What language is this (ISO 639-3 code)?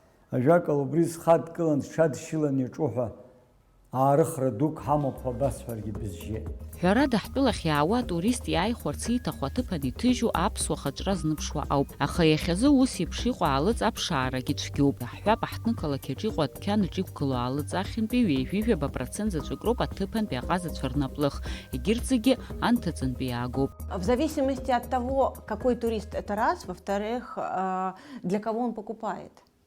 abk